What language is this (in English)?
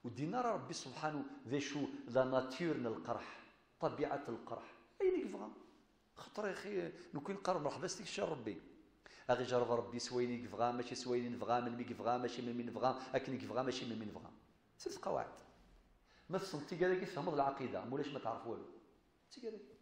Kabyle